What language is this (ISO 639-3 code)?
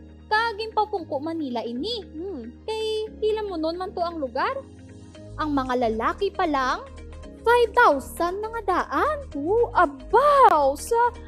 hil